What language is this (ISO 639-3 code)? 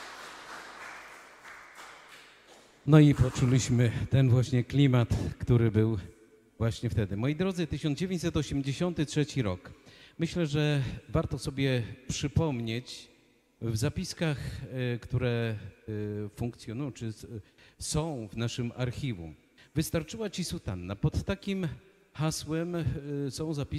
pol